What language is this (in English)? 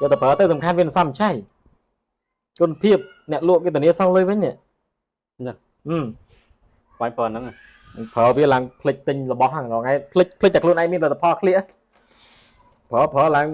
Khmer